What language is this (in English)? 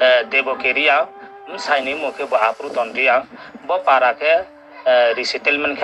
Riang (India)